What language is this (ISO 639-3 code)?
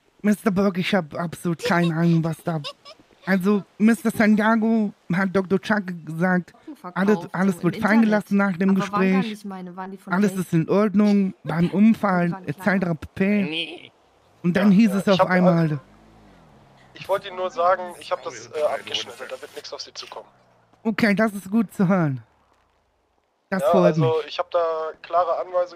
deu